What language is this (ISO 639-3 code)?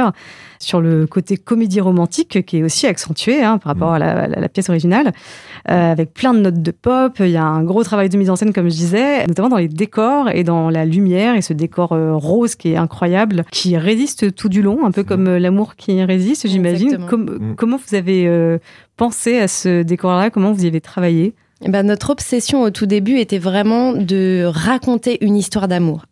fra